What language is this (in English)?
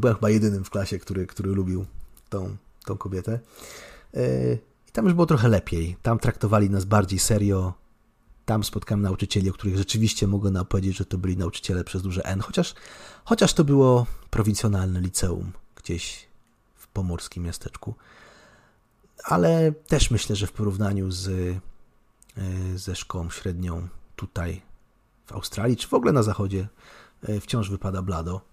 Polish